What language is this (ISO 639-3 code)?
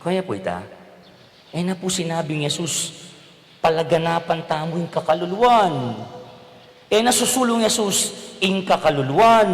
pam